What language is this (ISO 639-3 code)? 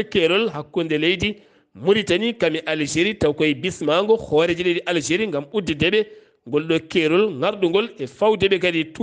ful